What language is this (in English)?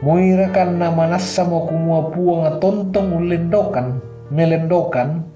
Toraja-Sa'dan